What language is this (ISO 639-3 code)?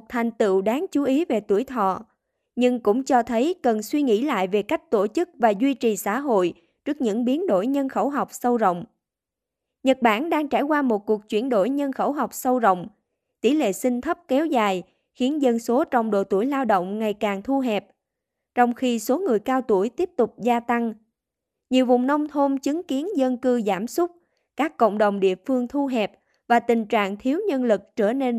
vie